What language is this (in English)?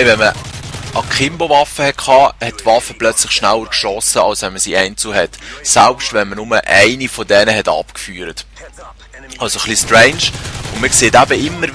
Swiss German